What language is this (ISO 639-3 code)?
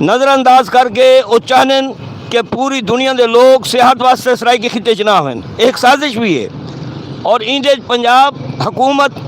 skr